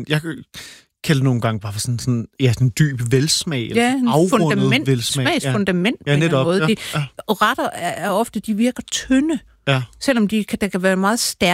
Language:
Danish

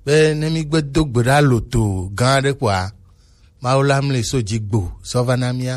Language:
Gen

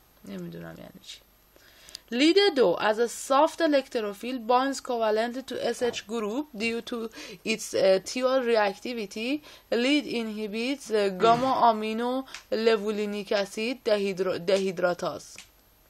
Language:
Persian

